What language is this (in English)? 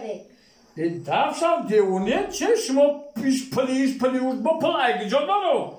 Tajik